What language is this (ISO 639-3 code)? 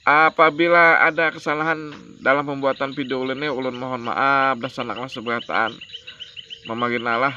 bjn